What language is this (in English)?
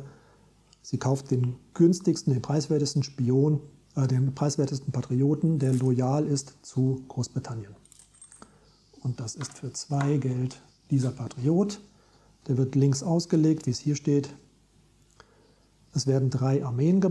German